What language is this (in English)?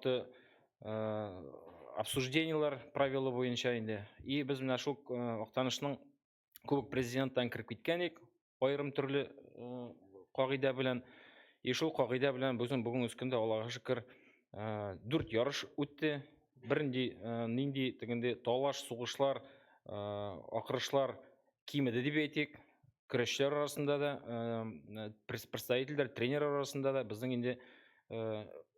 Tatar